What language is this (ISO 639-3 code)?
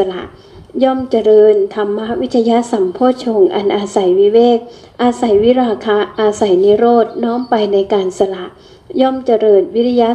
tha